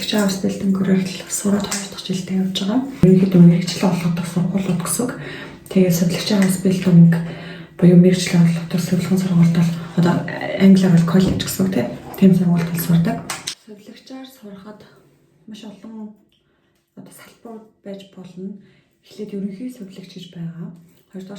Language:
Mongolian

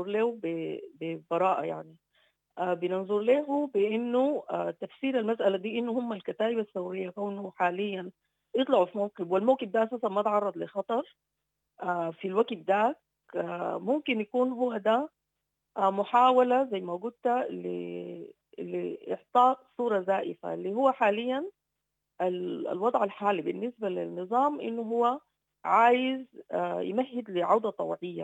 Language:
Sudanese Arabic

